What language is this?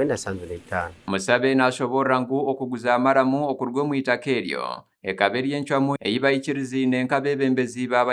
Nyankole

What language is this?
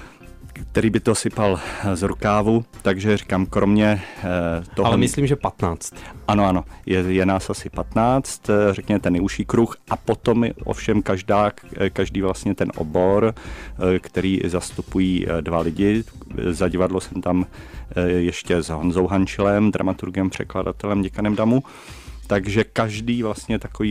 Czech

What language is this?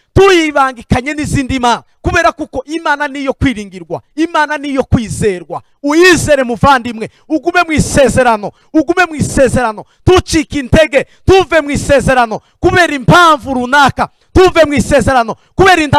Kinyarwanda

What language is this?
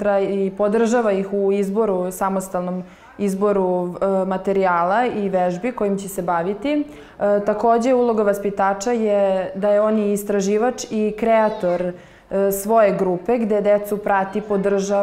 Serbian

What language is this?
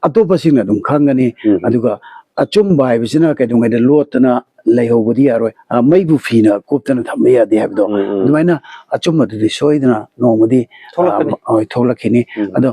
Manipuri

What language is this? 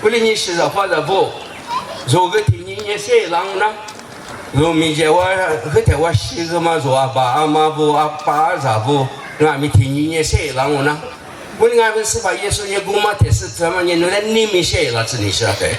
Lisu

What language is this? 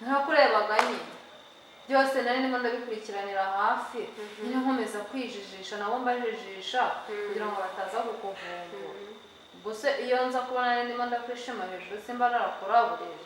Kinyarwanda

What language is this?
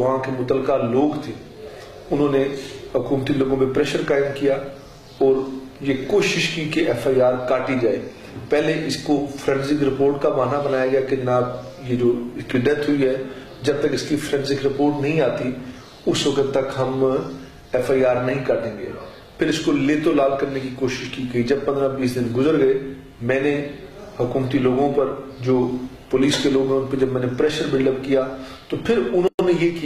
Urdu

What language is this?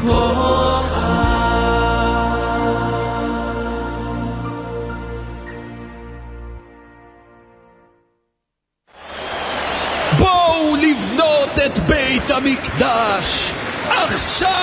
Hebrew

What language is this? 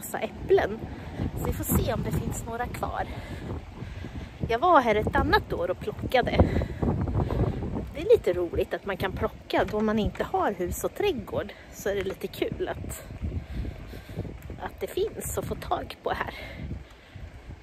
Swedish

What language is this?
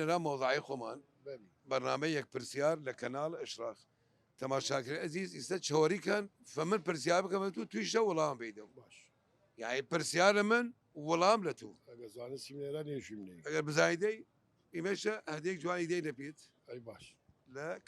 Southern Kurdish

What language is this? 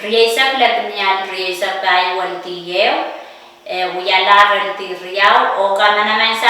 Pohnpeian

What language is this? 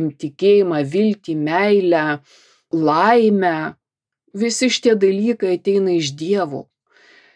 Lithuanian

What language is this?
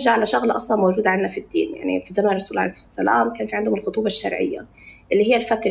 North Levantine Arabic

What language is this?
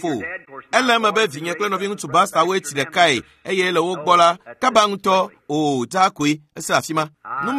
Ewe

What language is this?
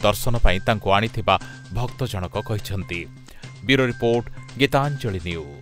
Odia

